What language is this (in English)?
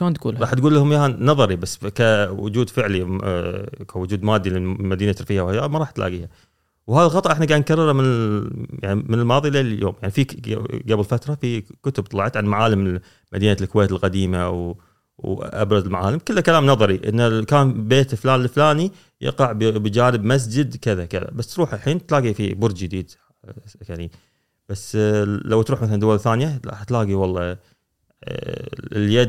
Gulf Arabic